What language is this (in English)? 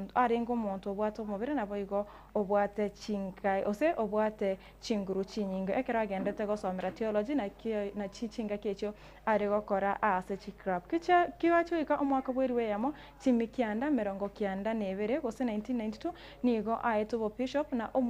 Gusii